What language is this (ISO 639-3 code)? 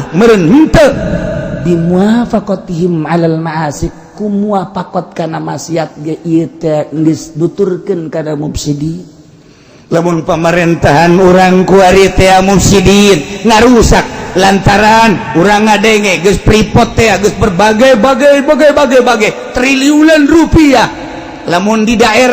sun